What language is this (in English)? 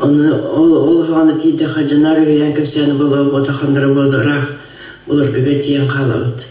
Yakut